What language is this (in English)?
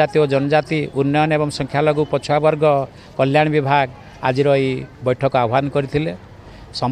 Odia